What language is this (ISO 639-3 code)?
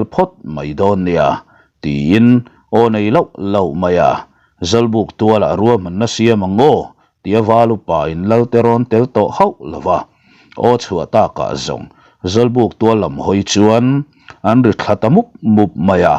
lus